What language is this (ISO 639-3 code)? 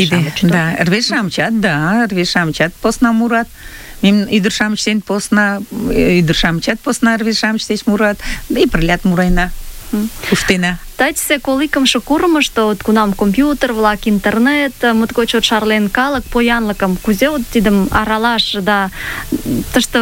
chm